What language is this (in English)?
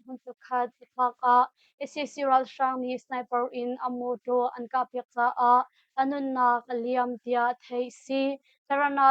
Hakha Chin